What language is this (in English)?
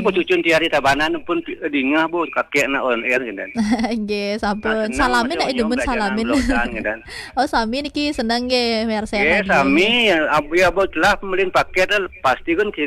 Balinese